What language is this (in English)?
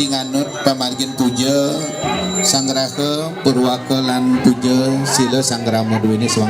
Balinese